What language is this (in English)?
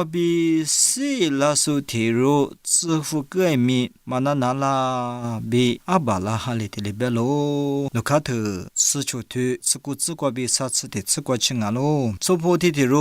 Lisu